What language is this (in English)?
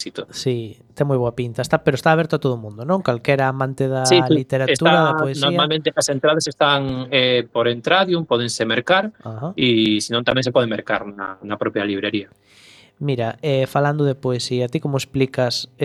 Galician